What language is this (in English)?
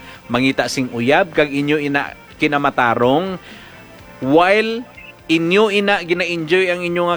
Hiligaynon